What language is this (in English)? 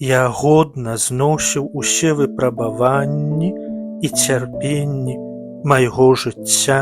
Belarusian